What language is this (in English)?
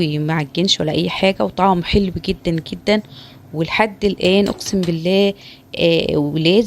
Egyptian Arabic